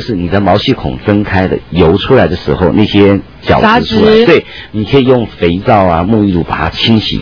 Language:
Chinese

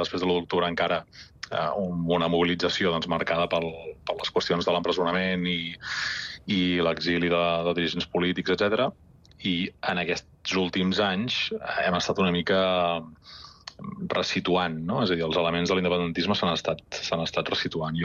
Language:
Catalan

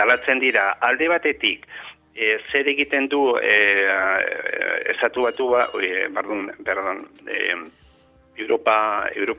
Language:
Basque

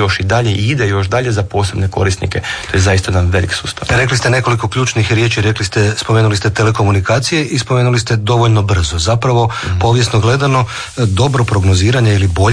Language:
Croatian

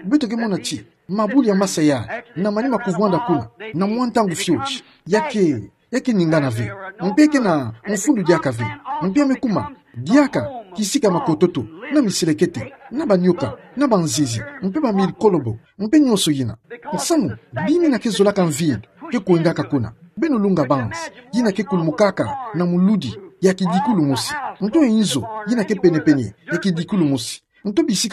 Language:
Kituba (Democratic Republic of Congo)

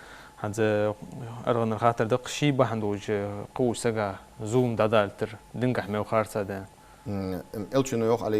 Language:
Ingush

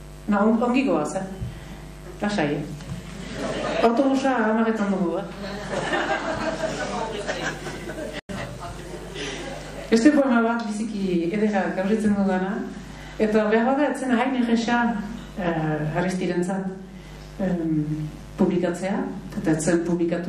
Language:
Basque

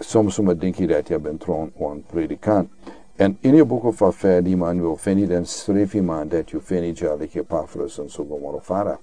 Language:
Sranan Tongo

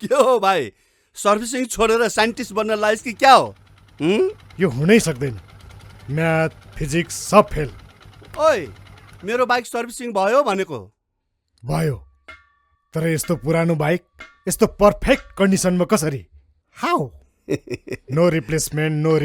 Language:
Nepali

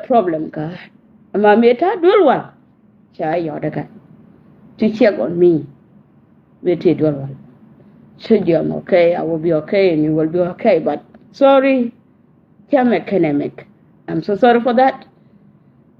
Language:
Nuer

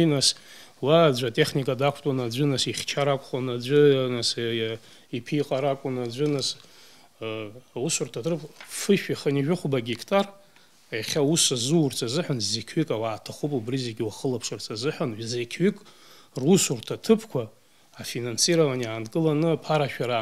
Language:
Abkhazian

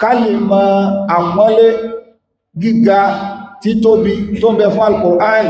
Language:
Yoruba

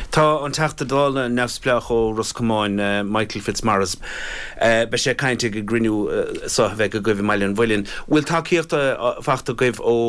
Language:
Irish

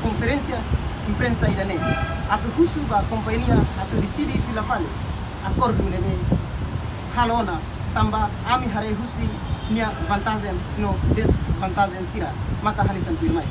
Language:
Tetum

